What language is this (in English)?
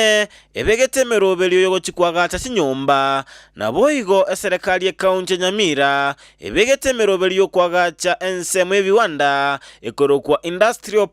Gusii